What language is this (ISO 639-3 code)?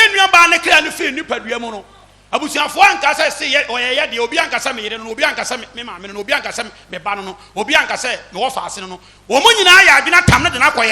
aka